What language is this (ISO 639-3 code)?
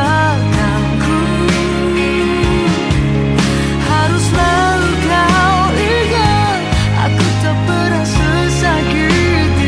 ind